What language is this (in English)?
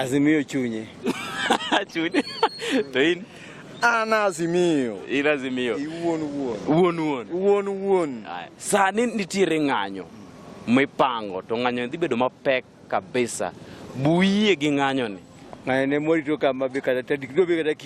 Luo (Kenya and Tanzania)